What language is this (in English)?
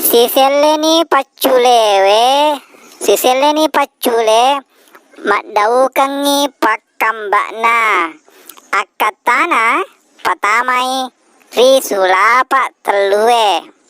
Buginese